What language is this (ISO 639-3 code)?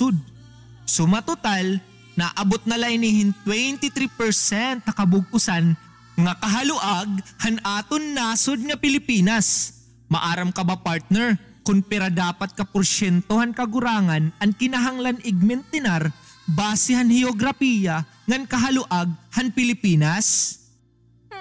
war